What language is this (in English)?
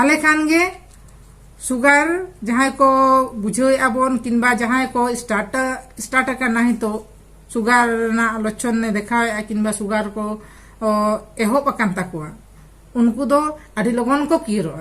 Santali